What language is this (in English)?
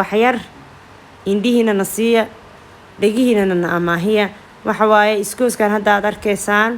Somali